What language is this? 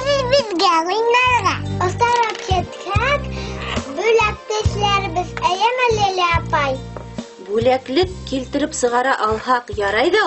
Bashkir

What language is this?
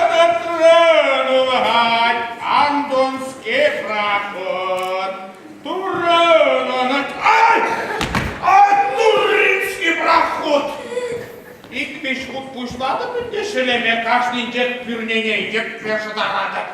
Chuvash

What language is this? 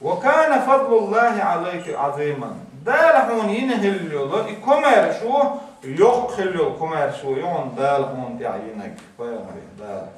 Chechen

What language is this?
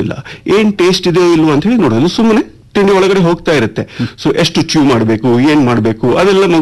Kannada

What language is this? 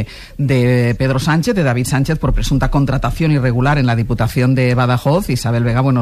Spanish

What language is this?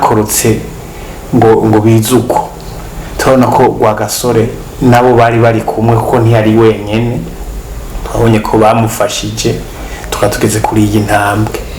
Rundi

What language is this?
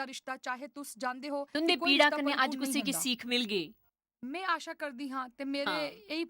Dogri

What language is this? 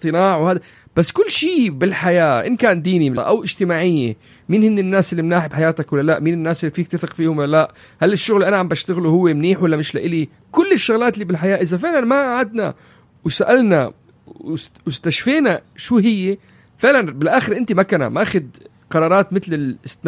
North Levantine Arabic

